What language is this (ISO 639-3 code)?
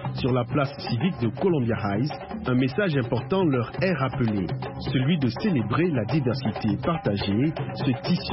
fra